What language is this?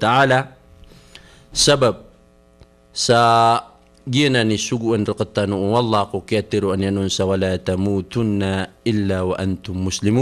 Maranao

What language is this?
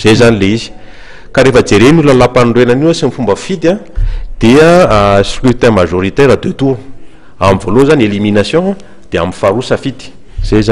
Malagasy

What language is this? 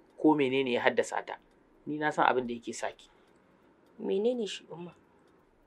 Hausa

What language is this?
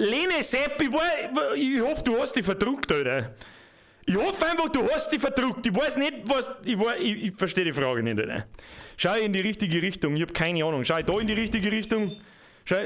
Bavarian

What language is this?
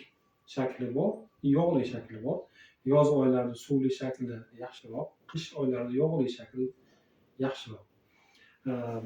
Uzbek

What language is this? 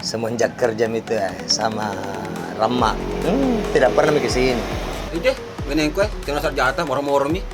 Makassar Malay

